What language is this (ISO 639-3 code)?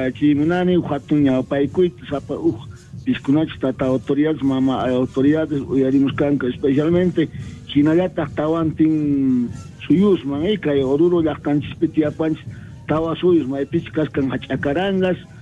quh